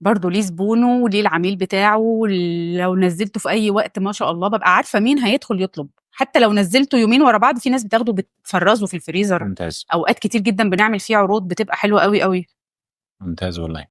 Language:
Egyptian Arabic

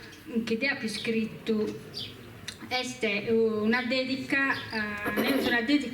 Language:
Sardinian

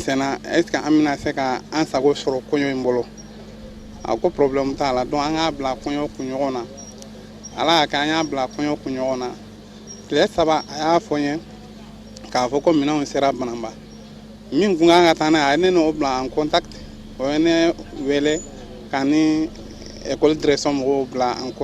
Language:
Bambara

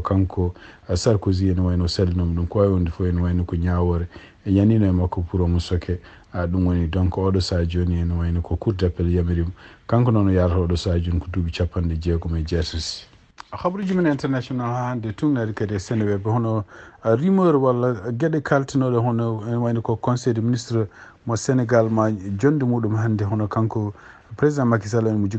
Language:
Fula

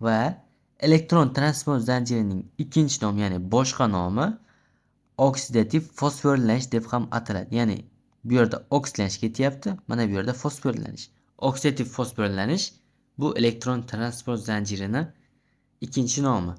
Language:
Uzbek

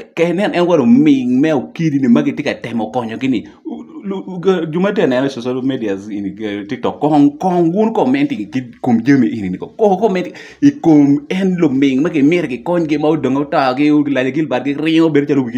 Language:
Acoli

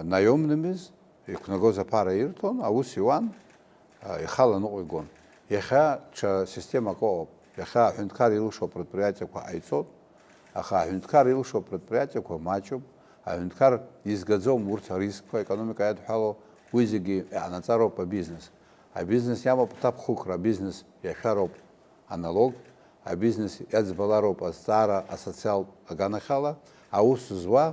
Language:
Abkhazian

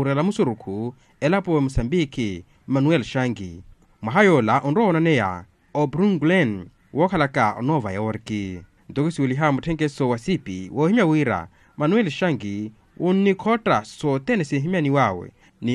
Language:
Makhuwa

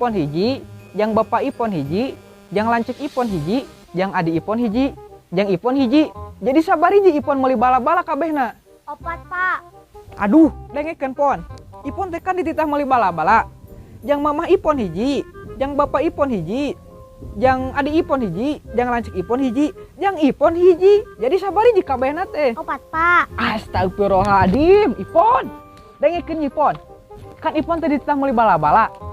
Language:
Sundanese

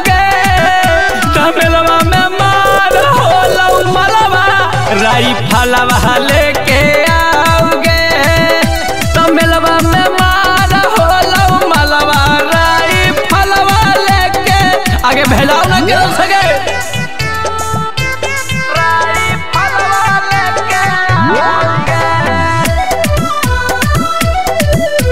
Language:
Bhojpuri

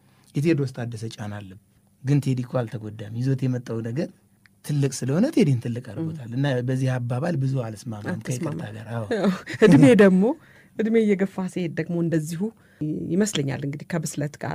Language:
Amharic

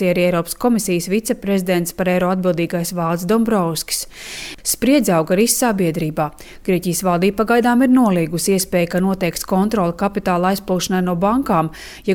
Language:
Latvian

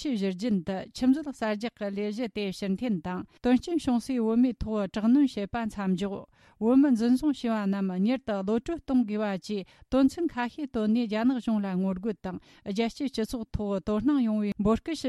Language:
Tibetan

